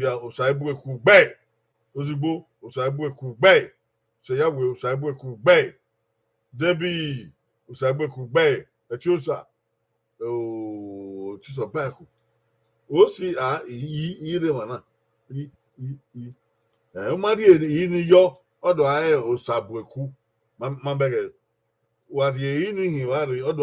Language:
Bini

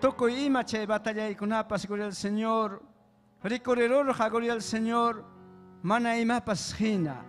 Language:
Ayacucho Quechua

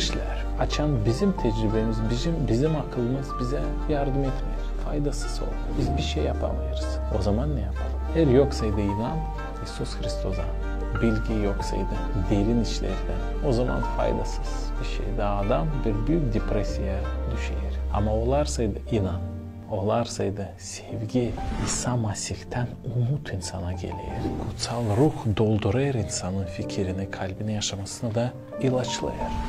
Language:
Gagauz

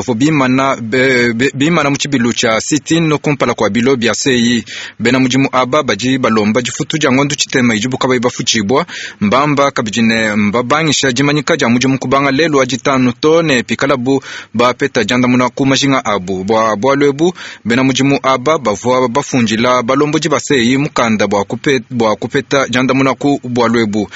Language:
Luba-Lulua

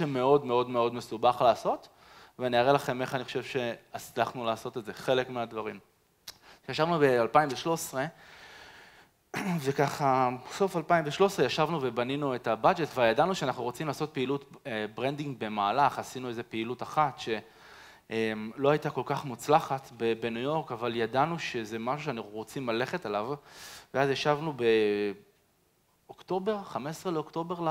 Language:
Hebrew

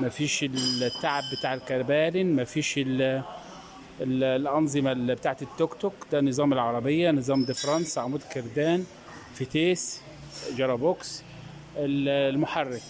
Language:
Egyptian Arabic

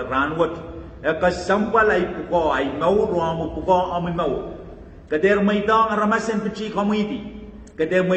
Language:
Pohnpeian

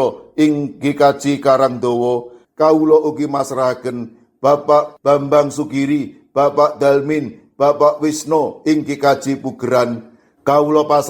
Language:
Javanese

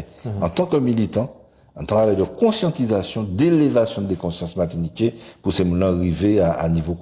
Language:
Guadeloupean Creole French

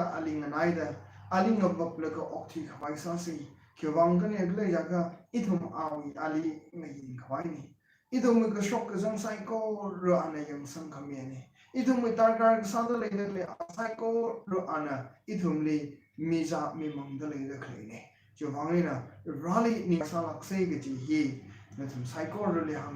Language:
Tangkhul Naga (India)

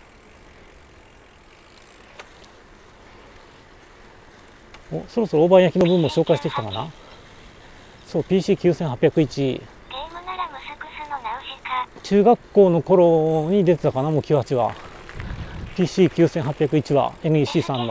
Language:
Japanese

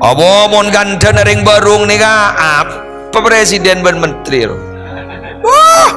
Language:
Madurese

